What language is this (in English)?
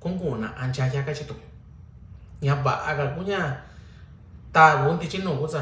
Mixtepec Mixtec